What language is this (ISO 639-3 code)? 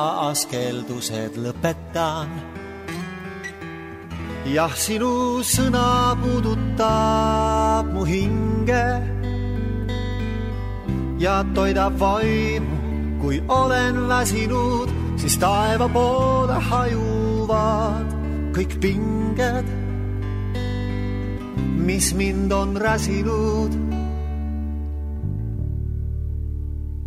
est